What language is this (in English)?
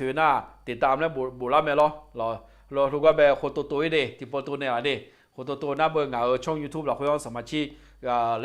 Akha